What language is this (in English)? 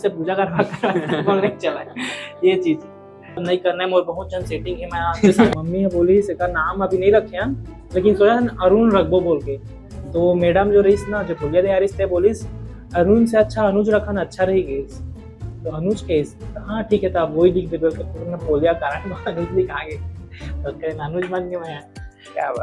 Chhattisgarhi